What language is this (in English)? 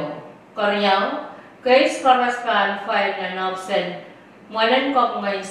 Pohnpeian